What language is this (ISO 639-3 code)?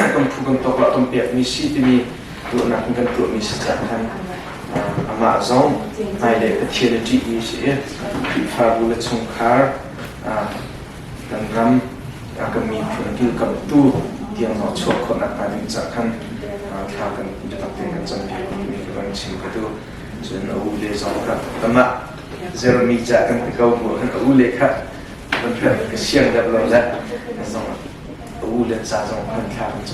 cnh